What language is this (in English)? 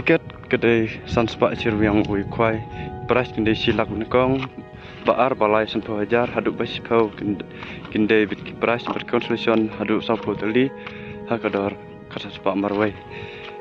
Khasi